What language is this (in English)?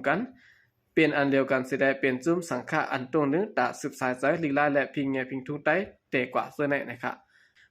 Shan